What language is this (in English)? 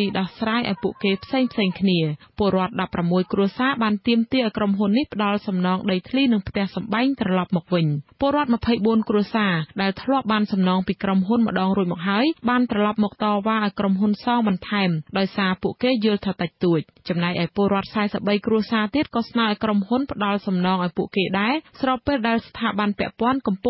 Khmer